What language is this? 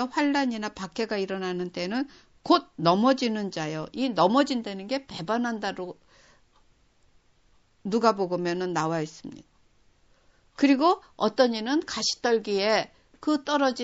Korean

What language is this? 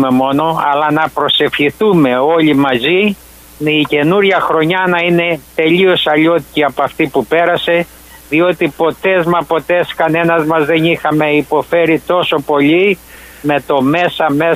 Greek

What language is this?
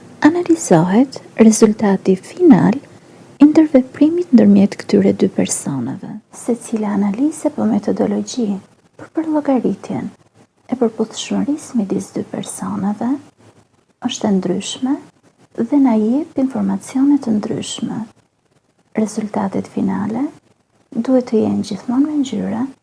Albanian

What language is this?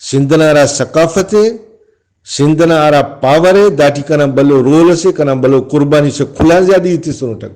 Brahui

